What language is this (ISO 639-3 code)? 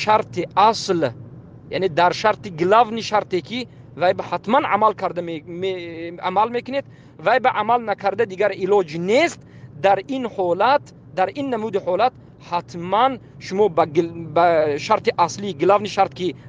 tgk